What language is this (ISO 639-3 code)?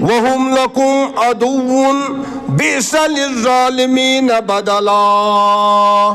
kas